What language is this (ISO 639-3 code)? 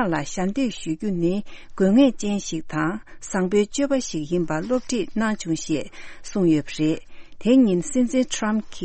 bod